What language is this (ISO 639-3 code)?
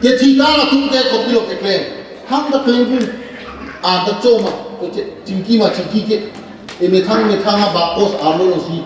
mjw